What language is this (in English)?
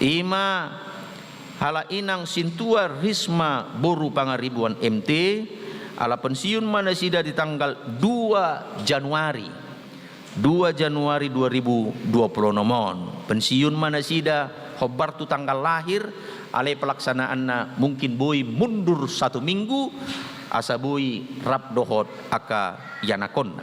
Batak Toba